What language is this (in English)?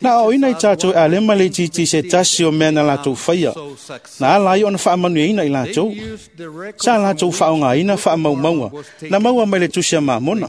Samoan